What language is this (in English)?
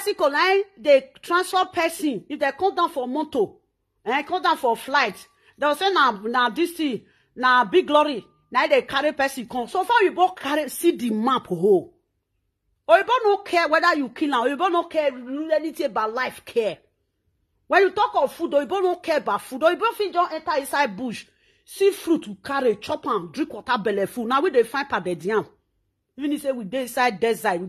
Nigerian Pidgin